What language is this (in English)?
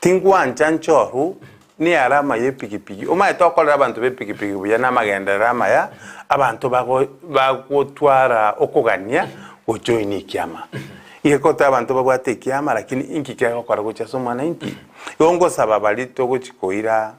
Gusii